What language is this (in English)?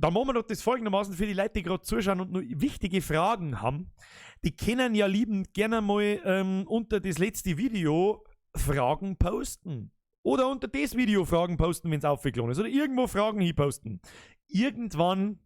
Bavarian